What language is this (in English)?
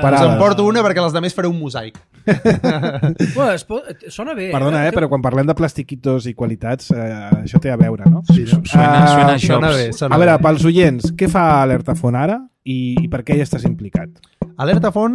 Catalan